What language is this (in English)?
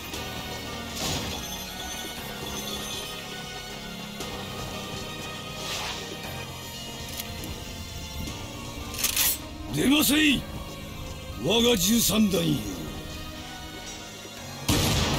Japanese